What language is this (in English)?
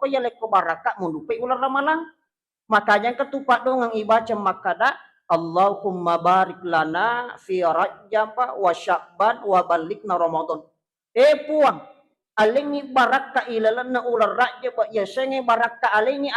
Buginese